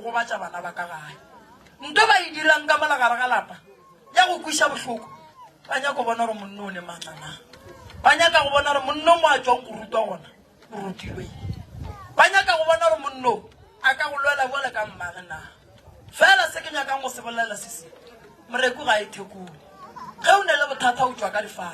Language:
Northern Sotho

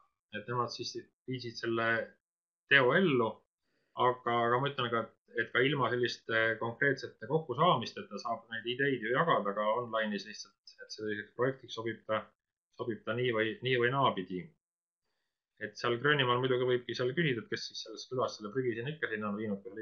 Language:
Estonian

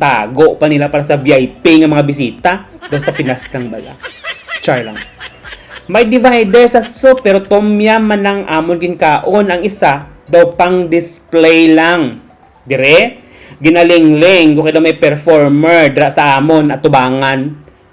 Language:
Hiligaynon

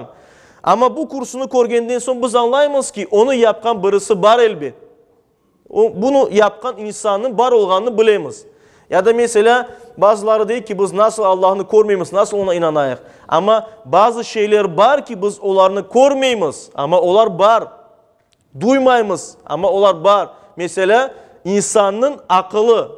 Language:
Crimean Tatar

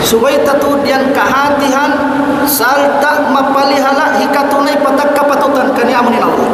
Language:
Tausug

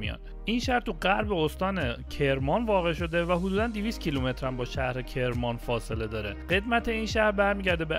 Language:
Persian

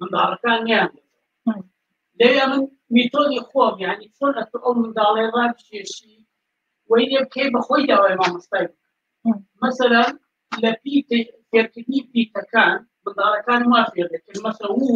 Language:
Kurdish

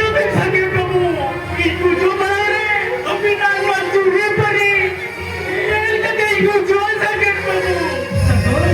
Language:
Santali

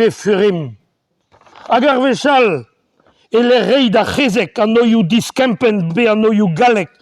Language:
Breton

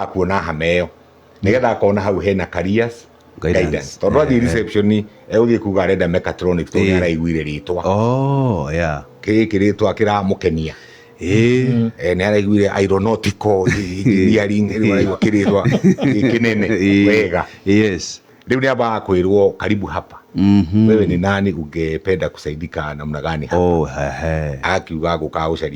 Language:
Kikuyu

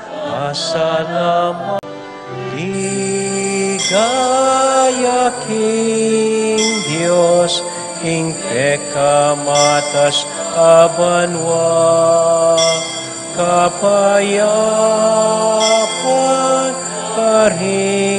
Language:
Pampanga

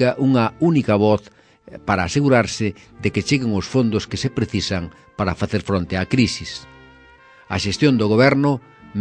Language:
Galician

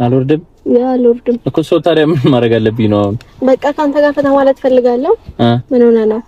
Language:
Amharic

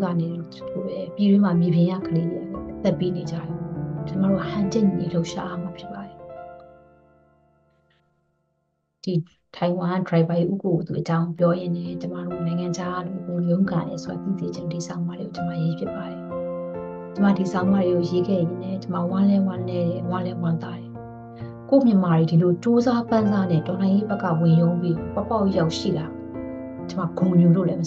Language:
Burmese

